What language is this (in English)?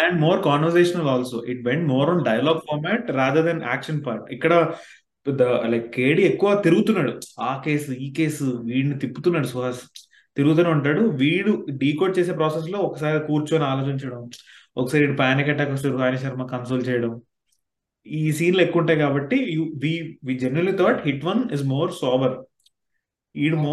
Telugu